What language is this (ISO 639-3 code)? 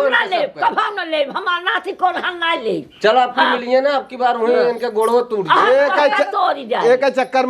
awa